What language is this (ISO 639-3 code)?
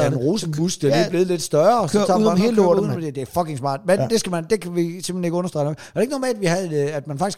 dan